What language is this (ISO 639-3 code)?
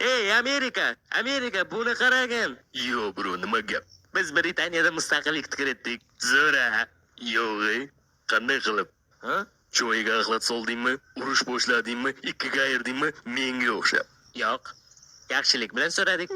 uzb